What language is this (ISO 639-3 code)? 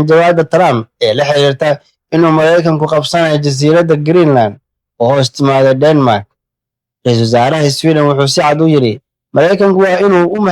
som